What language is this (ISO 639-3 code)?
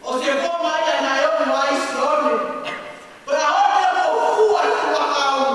ton